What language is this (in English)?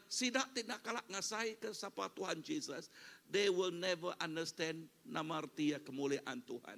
Iban